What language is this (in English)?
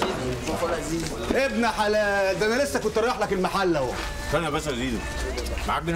Egyptian Arabic